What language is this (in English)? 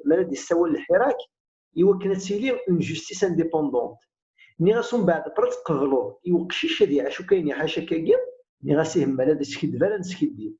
Kabyle